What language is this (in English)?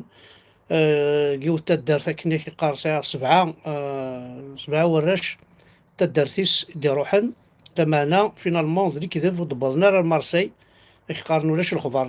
Kabyle